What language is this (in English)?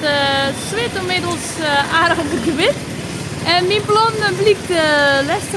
Western Frisian